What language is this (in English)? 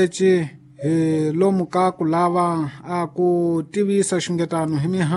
Tsonga